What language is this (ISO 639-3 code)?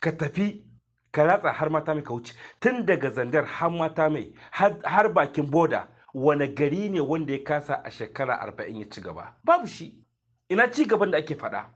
hau